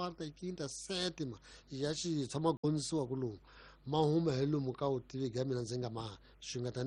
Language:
Tsonga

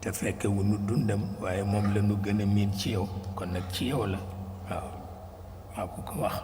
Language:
Wolof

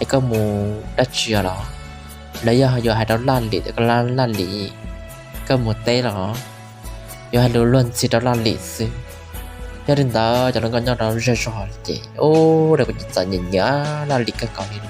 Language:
Hmong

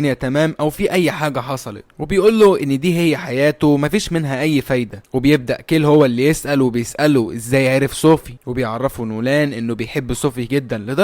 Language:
Egyptian Arabic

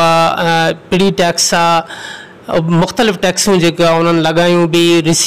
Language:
Sindhi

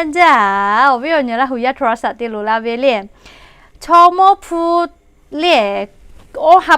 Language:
Lahu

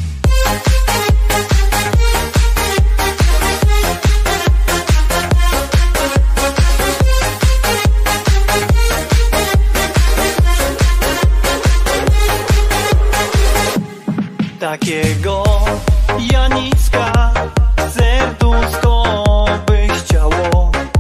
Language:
Polish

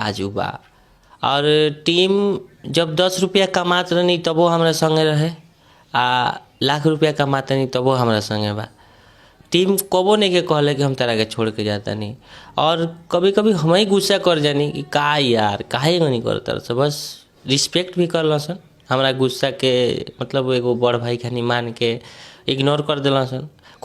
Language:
Bhojpuri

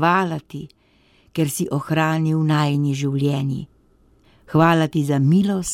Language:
Slovenian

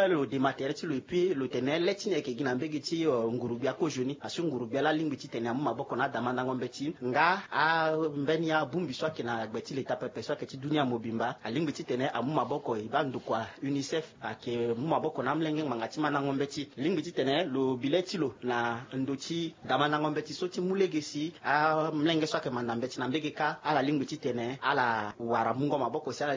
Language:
Sango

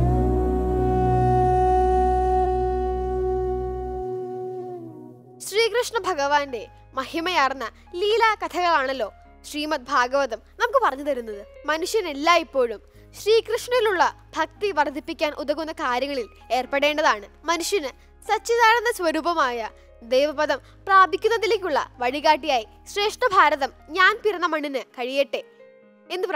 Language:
Malayalam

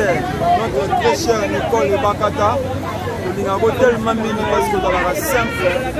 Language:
Lingala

